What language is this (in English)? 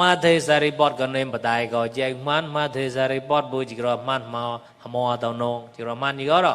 Mon